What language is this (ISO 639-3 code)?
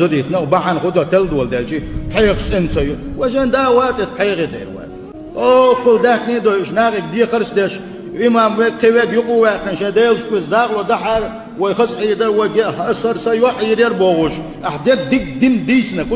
che